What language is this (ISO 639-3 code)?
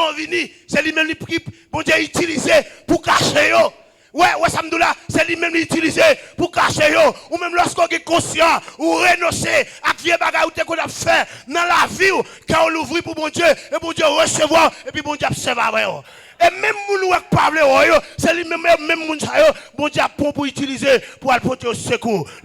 hat